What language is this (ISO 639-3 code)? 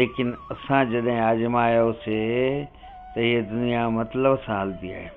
snd